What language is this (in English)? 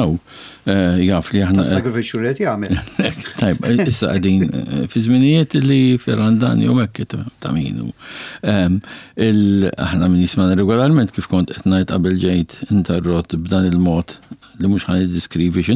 Maltese